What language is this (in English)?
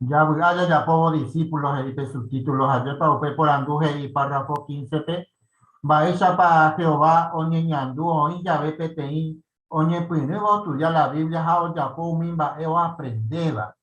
Guarani